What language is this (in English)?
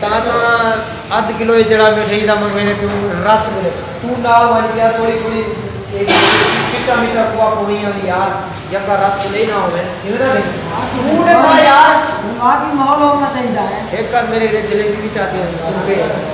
Saraiki